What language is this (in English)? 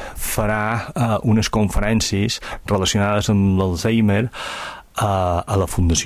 Catalan